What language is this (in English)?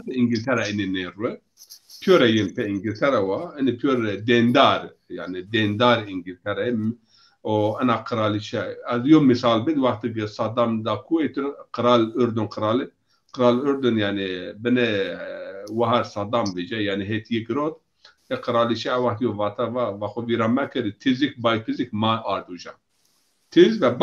Zaza